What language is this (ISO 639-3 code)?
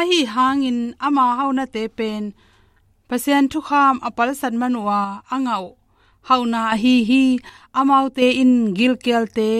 ctd